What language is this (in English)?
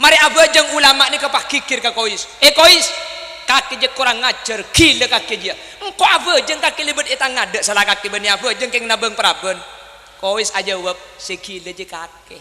Madurese